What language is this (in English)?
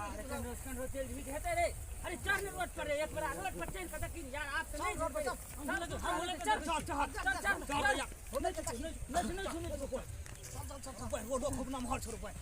Maithili